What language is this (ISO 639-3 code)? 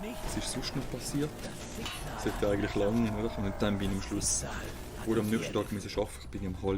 gsw